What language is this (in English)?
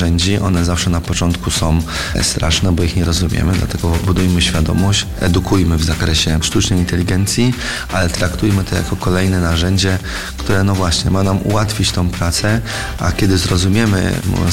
Polish